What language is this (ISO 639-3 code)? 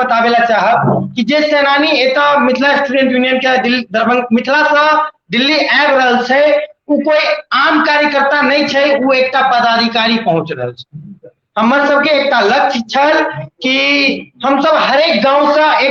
mai